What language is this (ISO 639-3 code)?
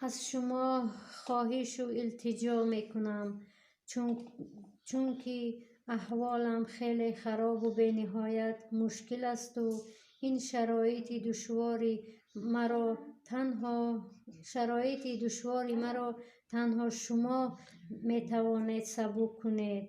tgk